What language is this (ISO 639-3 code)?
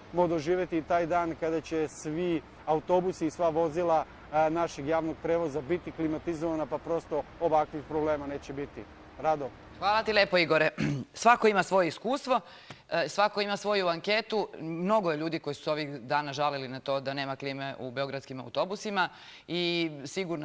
srp